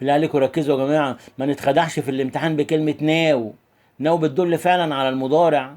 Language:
Egyptian Arabic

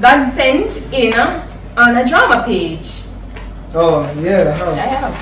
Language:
Jamaican Creole English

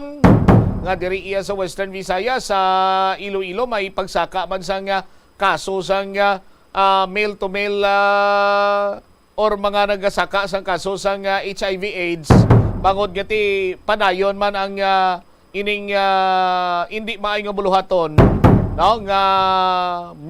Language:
Hiligaynon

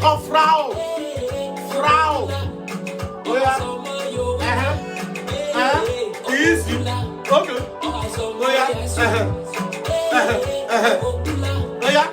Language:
Nigerian Pidgin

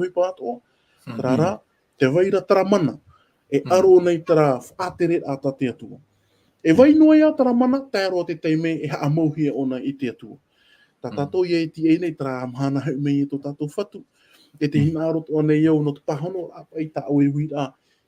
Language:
Tahitian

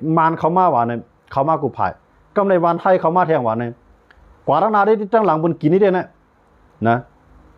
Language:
Shan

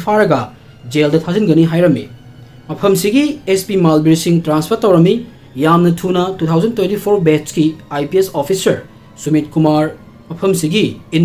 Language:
Manipuri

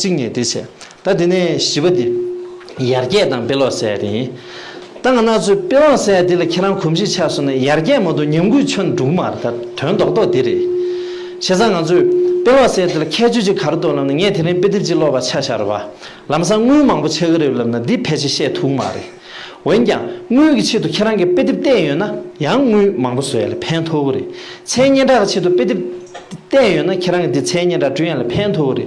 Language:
Tibetan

